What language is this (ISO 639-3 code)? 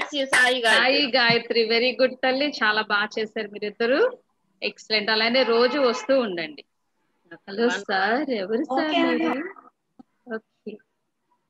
tel